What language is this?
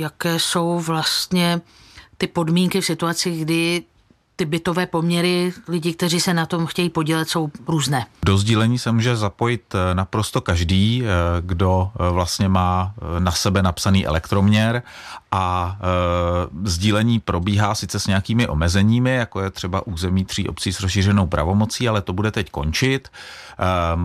Czech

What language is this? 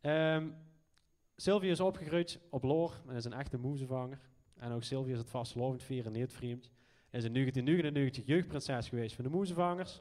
Limburgish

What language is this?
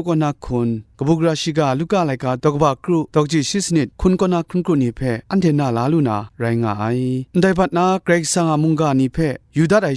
Kachin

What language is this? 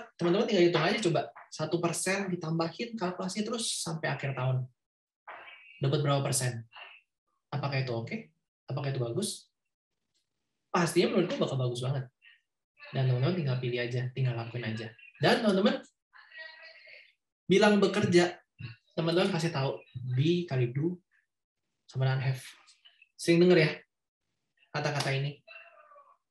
Indonesian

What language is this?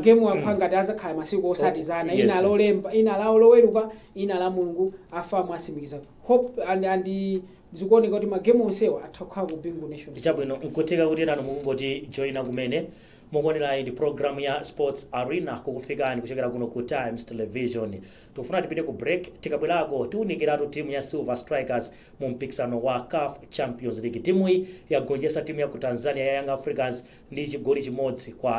Nyanja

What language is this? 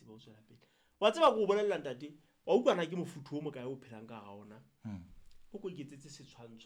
Southern Sotho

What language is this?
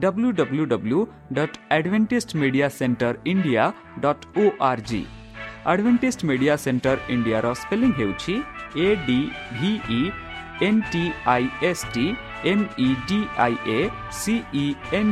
Odia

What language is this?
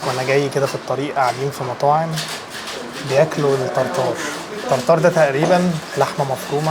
Egyptian Arabic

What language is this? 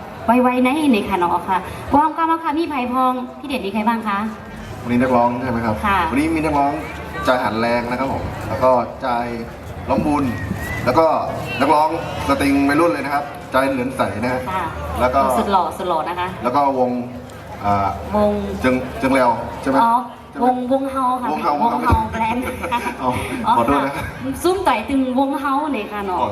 Shan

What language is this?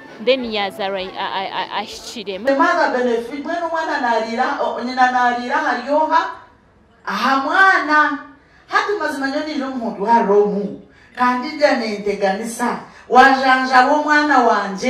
Nyankole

